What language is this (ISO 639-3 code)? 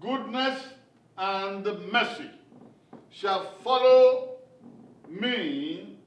bin